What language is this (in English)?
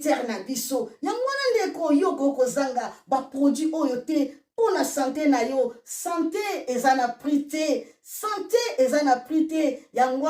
Lingala